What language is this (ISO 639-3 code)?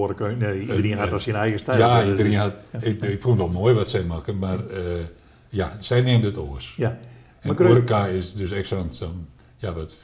fry